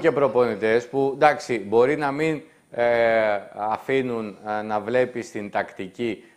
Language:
Greek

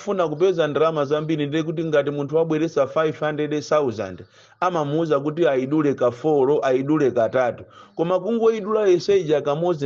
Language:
Nyanja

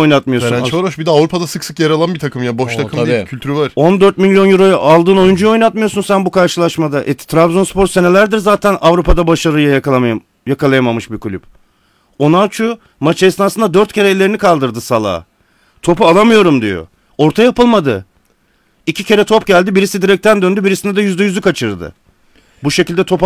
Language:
Turkish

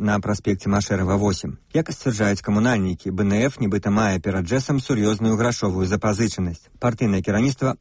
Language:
Belarusian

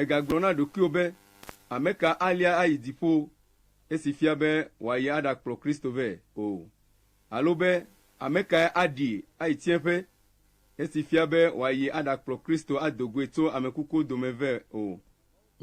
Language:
Ewe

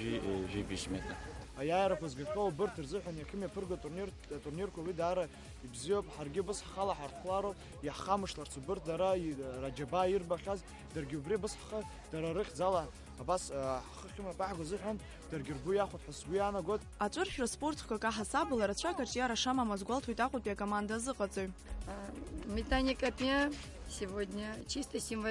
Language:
Abkhazian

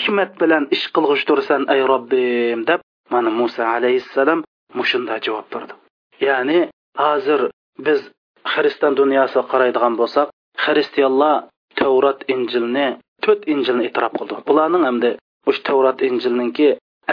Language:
Uyghur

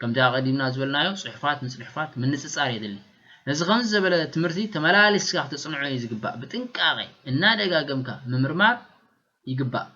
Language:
Tigrinya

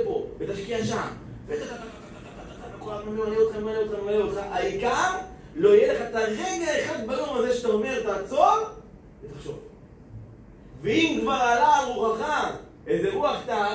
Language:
Hebrew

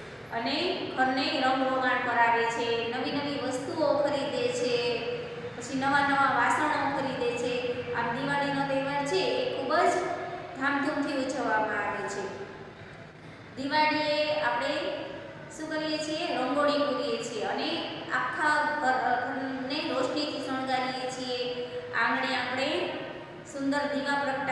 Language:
Gujarati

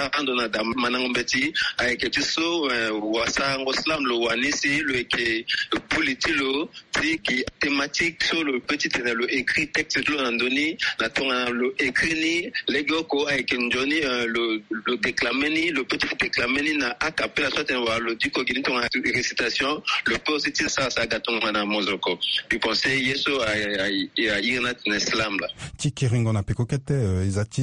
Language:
Sango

